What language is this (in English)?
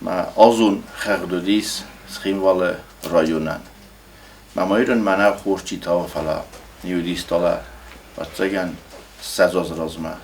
Ossetic